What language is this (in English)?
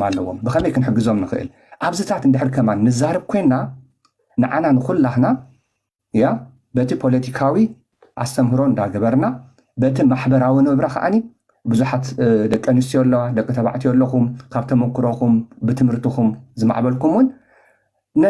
Tigrinya